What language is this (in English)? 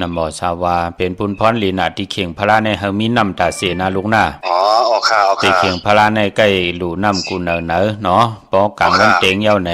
Shan